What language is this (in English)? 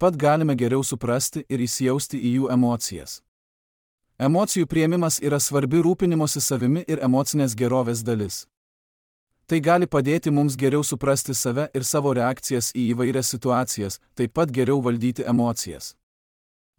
Lithuanian